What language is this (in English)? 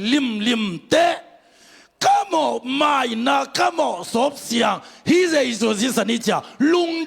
Tedim Chin